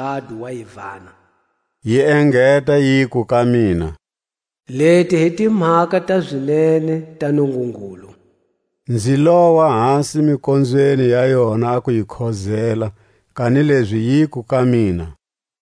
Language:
Tswa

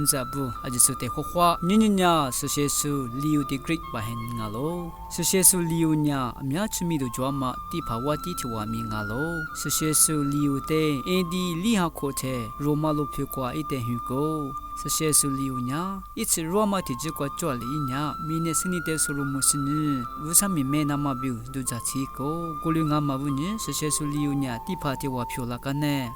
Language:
Lisu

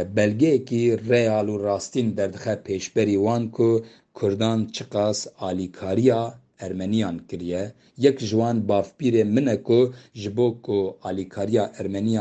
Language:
Kurdish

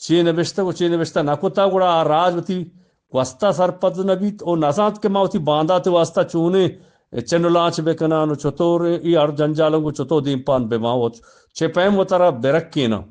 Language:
Eastern Balochi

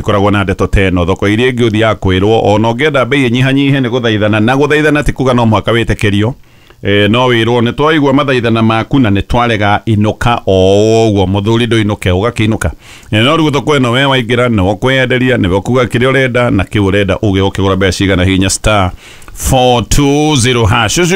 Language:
Kikuyu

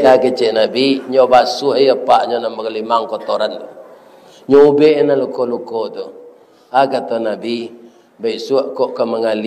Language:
Minangkabau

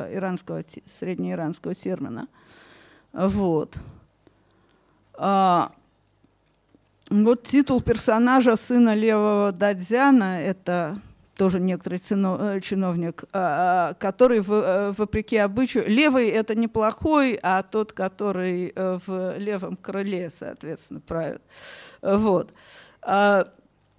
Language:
Russian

